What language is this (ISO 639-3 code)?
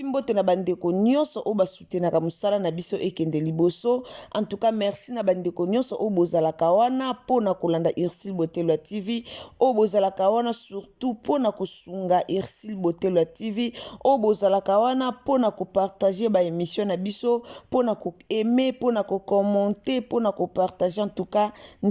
lin